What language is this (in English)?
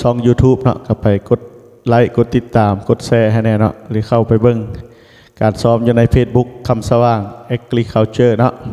Lao